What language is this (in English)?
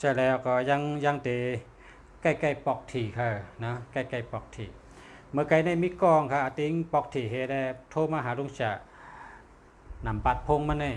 Shan